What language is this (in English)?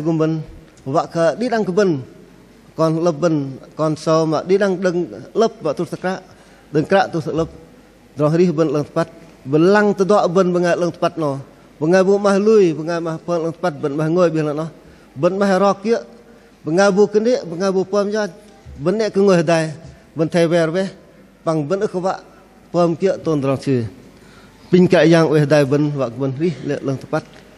Bahnar